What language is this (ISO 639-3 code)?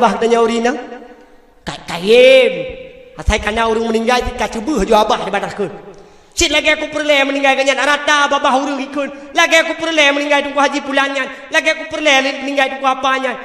ace